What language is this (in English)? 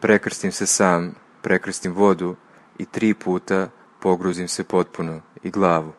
Serbian